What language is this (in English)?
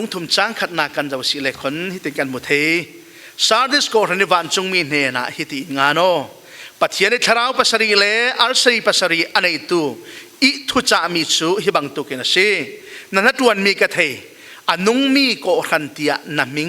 Falam Chin